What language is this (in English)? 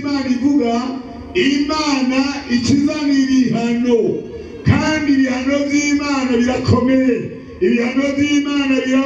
Rundi